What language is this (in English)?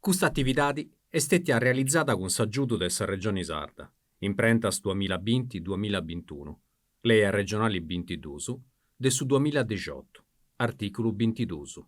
Sardinian